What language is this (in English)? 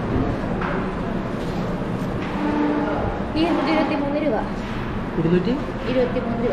Malayalam